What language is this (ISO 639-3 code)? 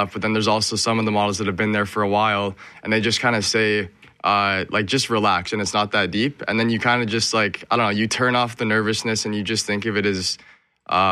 eng